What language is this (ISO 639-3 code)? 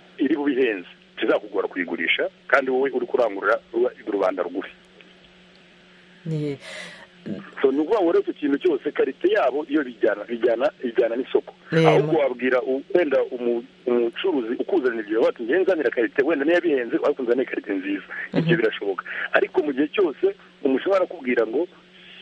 kin